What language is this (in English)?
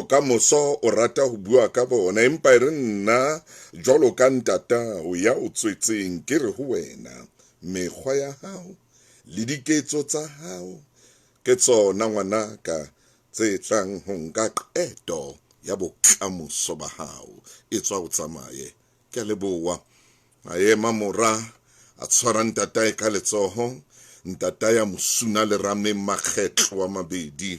Southern Sotho